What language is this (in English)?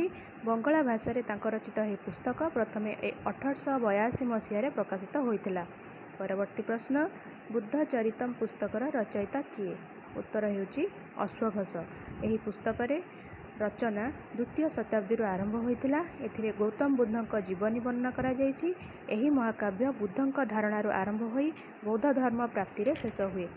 Odia